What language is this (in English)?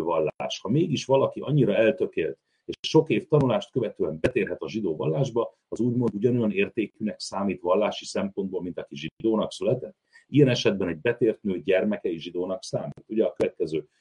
Hungarian